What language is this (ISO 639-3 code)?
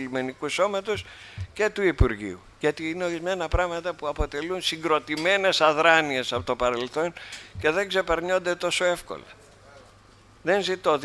ell